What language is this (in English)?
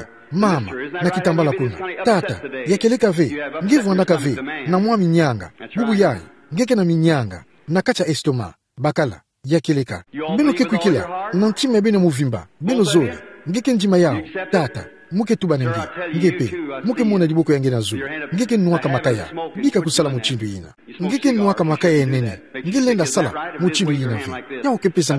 Kituba (Democratic Republic of Congo)